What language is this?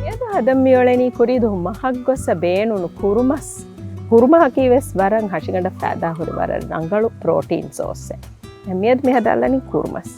Divehi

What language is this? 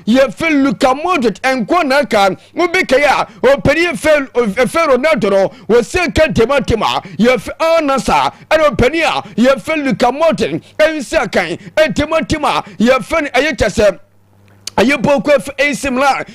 Akan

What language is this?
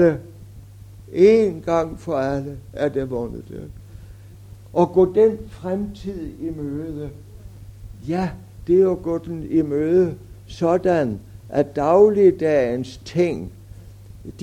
Danish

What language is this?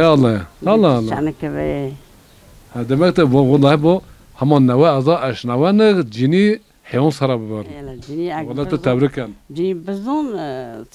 Zaza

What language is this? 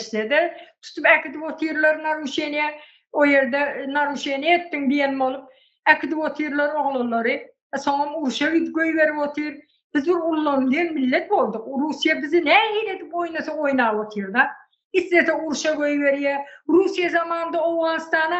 Turkmen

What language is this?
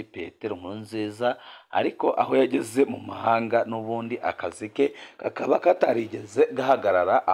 Rundi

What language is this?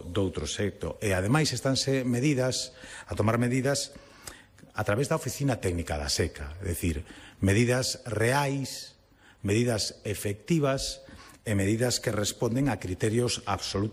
Galician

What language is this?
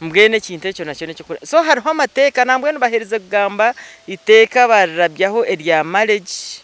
Nyankole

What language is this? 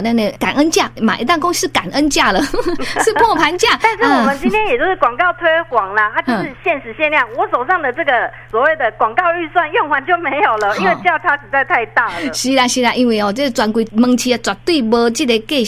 Min Nan Chinese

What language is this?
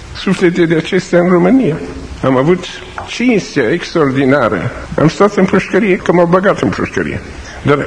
Romanian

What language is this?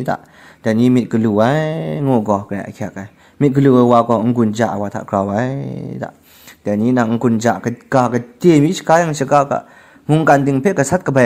Kachin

